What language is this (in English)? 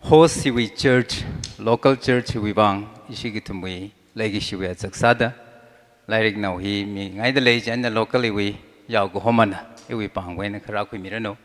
Tangkhul Naga (India)